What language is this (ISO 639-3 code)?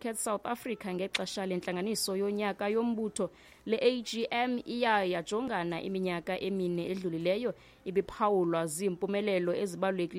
xho